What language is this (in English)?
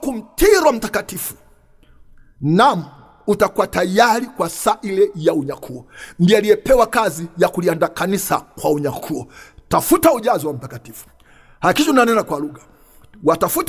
Swahili